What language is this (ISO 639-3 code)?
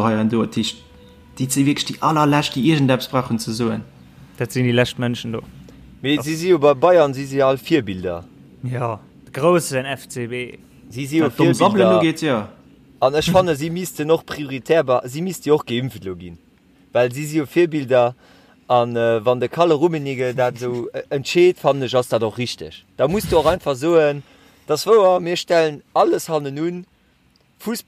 ltz